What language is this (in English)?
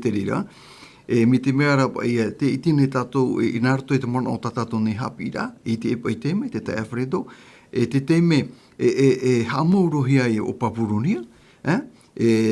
Tahitian